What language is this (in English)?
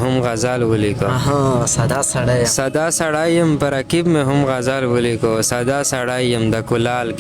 Pashto